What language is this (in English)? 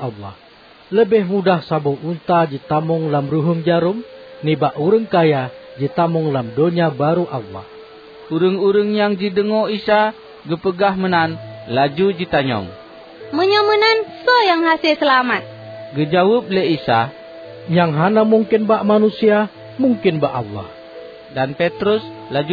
Achinese